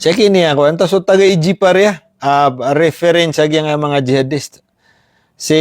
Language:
Maranao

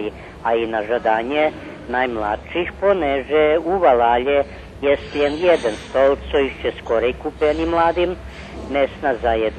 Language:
Rusyn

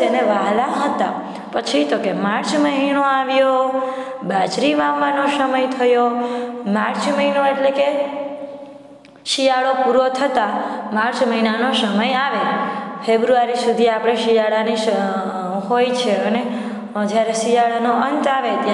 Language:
Gujarati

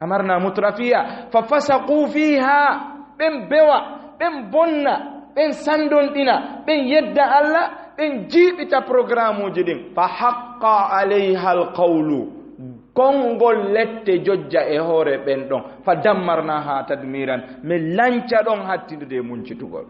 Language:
Fula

